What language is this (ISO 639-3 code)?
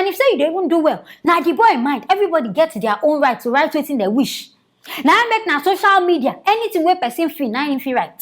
pcm